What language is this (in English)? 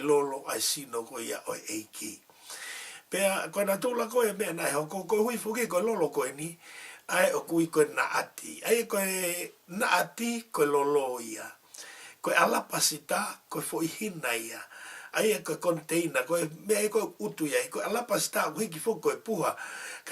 Tongan